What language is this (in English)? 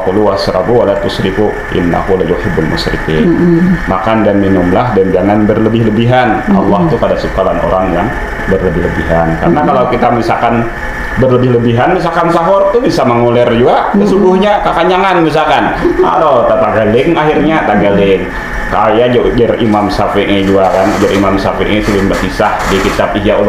Banjar